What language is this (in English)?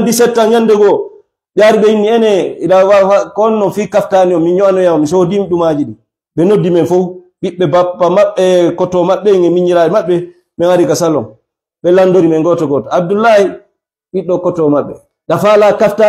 Fula